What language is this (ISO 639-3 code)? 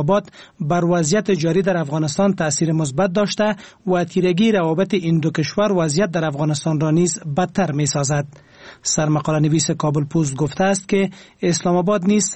fas